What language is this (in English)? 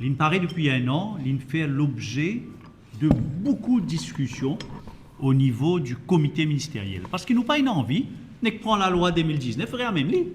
Morisyen